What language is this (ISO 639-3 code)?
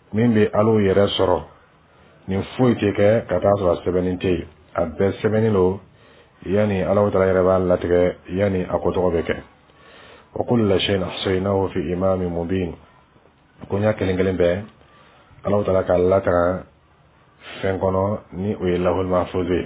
dyu